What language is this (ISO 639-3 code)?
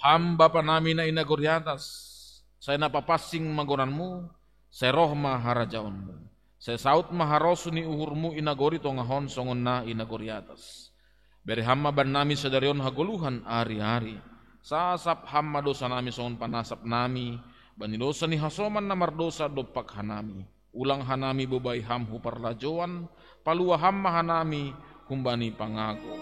bts